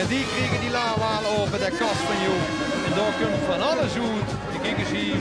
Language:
Limburgish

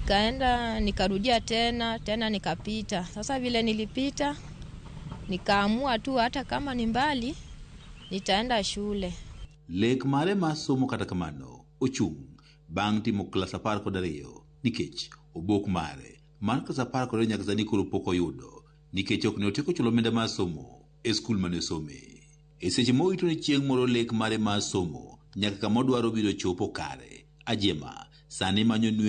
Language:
Luo (Kenya and Tanzania)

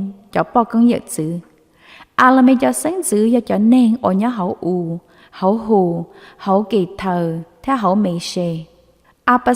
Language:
Hmong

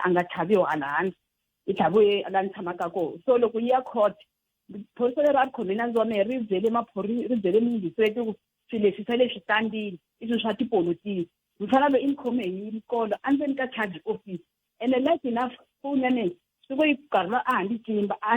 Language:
Tsonga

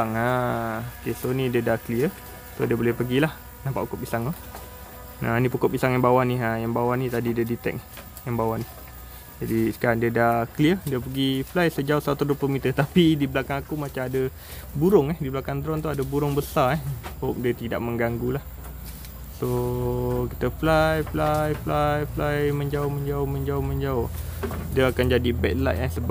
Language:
Malay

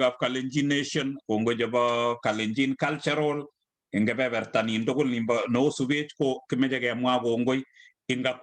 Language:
Kalenjin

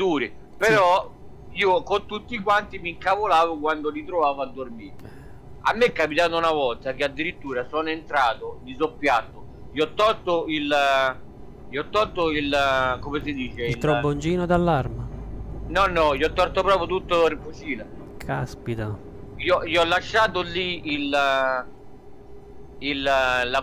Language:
Italian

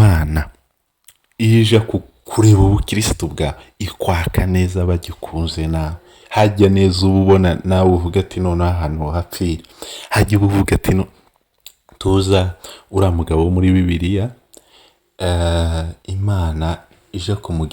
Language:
Kinyarwanda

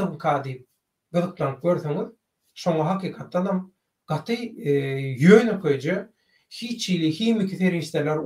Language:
Turkmen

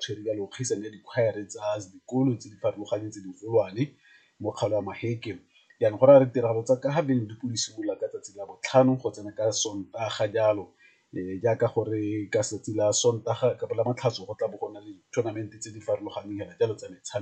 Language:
Tswana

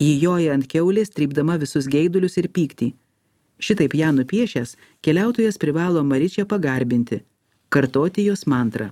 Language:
Lithuanian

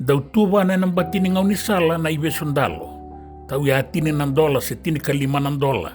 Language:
Fijian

